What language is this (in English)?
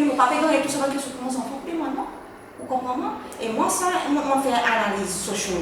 Seselwa Creole French